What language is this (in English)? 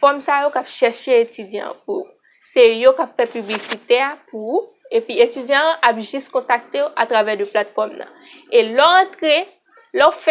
Haitian Creole